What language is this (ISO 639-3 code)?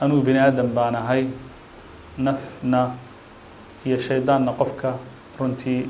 som